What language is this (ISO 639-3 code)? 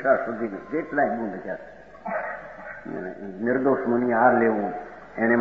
guj